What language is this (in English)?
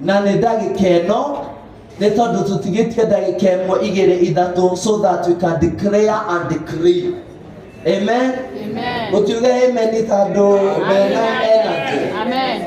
Kikuyu